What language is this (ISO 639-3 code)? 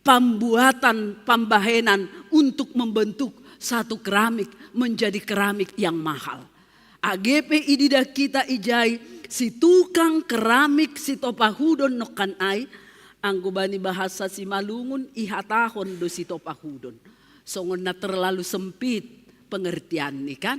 bts